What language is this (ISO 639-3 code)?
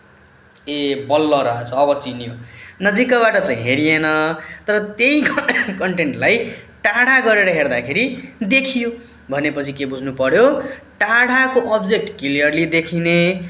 nep